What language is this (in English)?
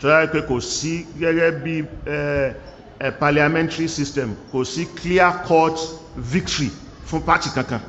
Yoruba